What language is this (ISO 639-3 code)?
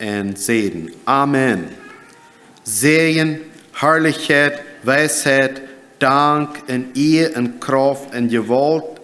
pdt